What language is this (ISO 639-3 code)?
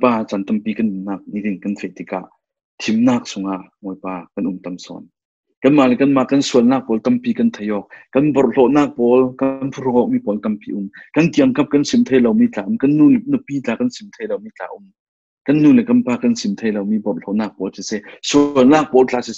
cfm